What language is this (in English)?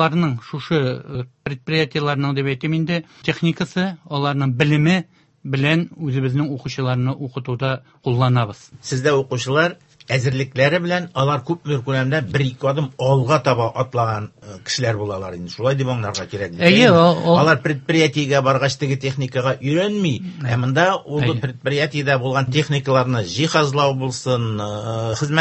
Tatar